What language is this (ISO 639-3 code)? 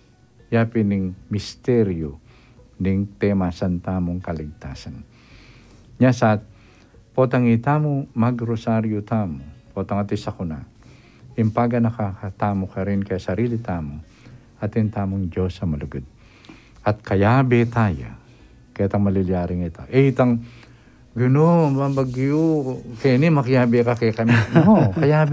pam